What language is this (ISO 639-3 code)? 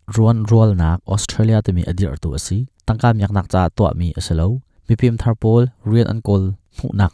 cnh